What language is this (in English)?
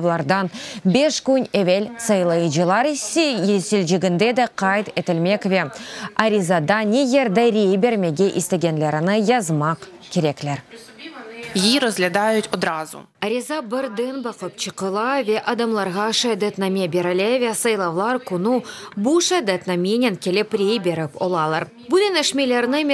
Crimean Tatar